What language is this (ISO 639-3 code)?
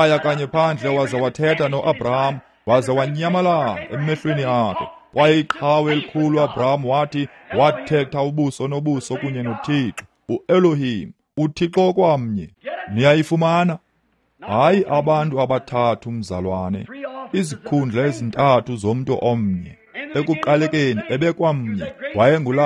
xho